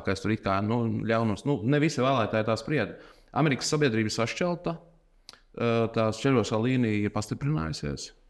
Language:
Latvian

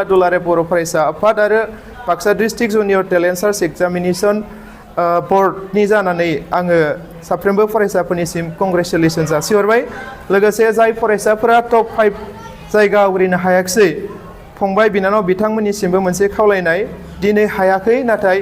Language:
Bodo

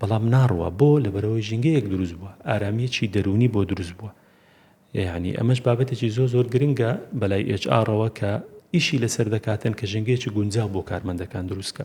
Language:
Central Kurdish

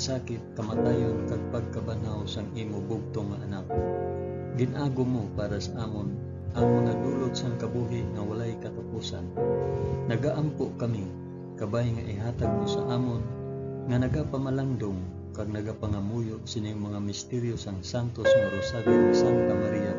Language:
Hiligaynon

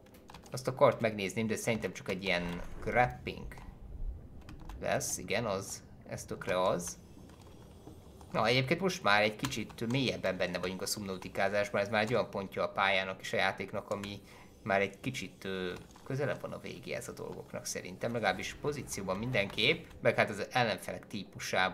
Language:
Hungarian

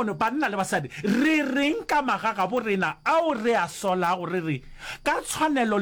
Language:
Northern Sotho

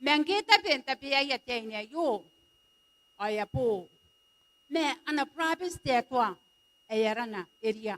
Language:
Gilbertese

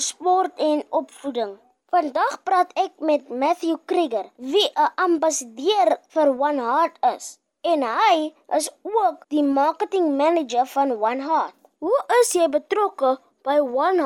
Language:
Afrikaans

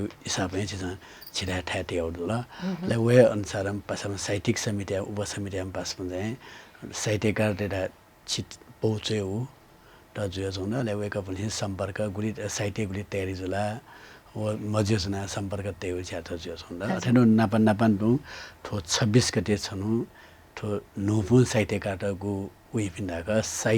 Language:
Newari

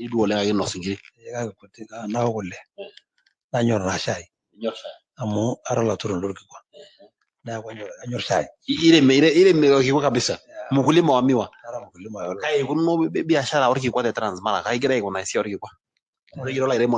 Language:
Masai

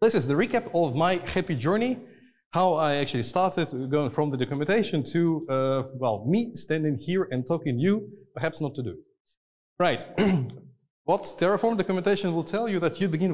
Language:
English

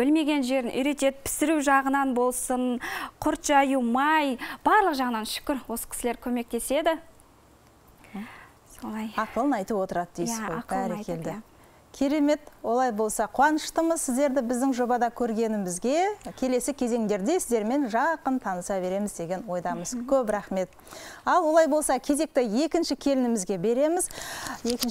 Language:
Kazakh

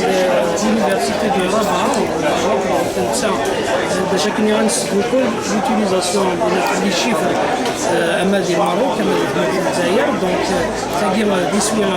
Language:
Kabyle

